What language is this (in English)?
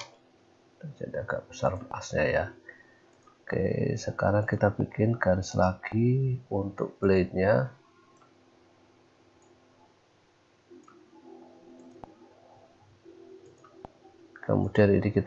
Indonesian